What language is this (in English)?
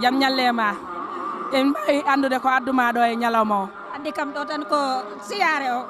Fula